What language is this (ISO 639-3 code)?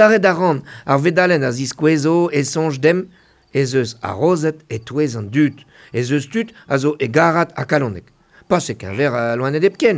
bre